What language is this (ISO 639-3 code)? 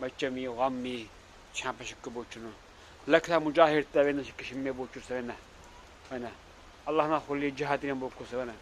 lbe